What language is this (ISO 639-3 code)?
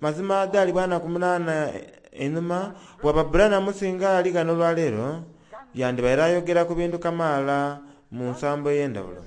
xog